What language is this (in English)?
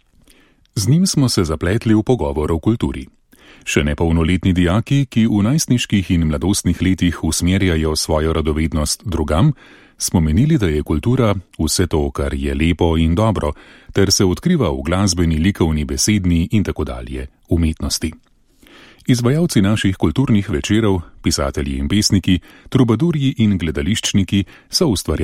Slovenian